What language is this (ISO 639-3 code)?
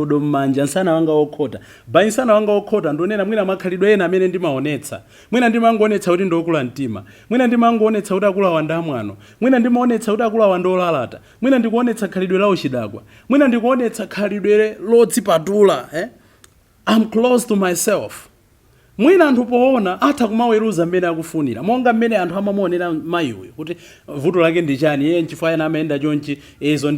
nya